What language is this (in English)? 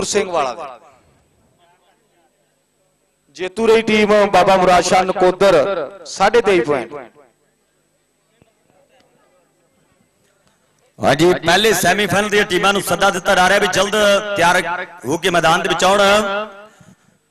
Punjabi